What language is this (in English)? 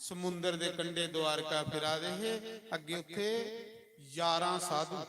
Dogri